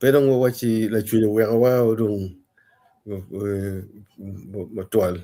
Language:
Acoli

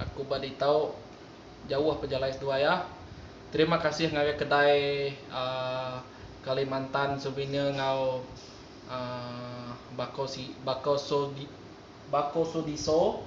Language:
Iban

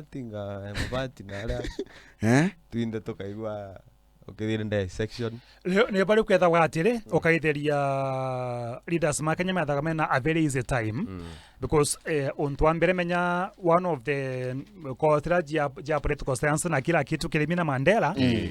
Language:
Meru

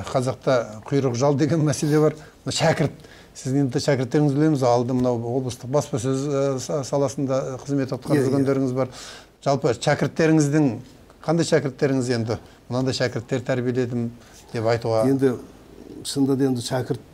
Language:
Kazakh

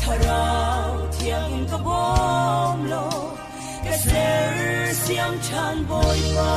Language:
Hakha Chin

